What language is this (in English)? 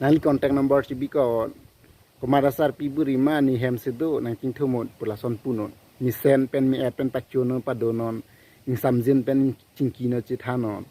Karbi